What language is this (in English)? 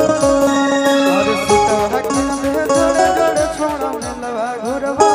Magahi